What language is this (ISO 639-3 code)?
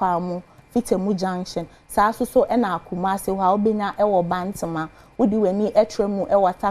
aka